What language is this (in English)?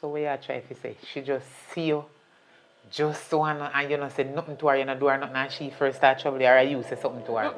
Jamaican Creole English